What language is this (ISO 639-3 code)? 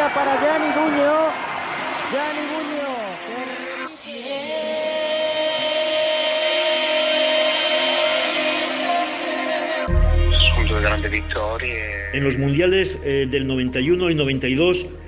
spa